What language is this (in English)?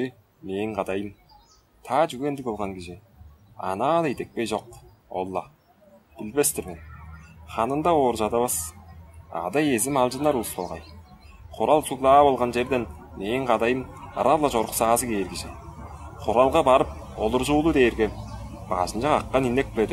Tuvinian